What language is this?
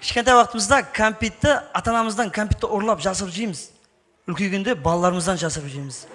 Kara-Kalpak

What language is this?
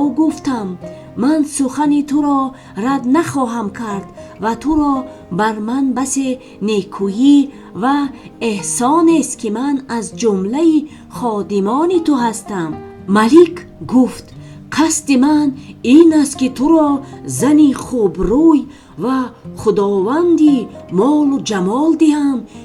Tajik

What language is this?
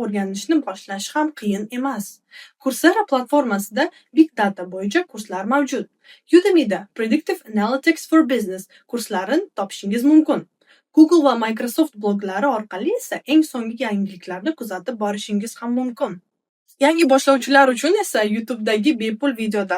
Uzbek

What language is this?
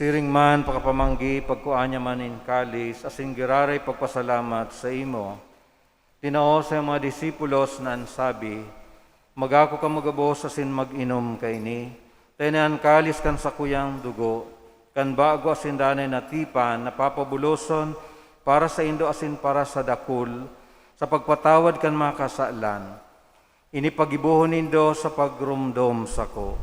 Bikol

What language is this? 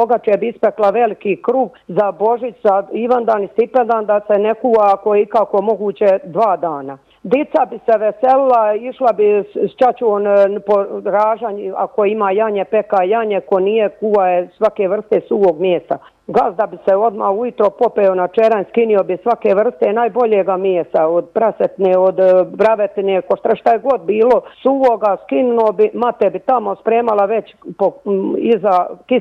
Croatian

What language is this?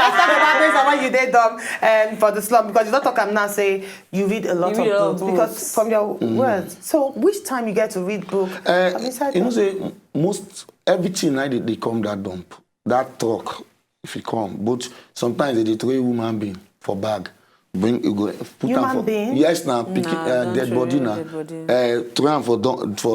Nigerian Pidgin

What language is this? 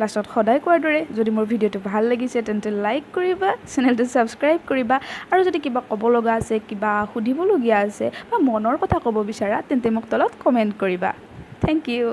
Assamese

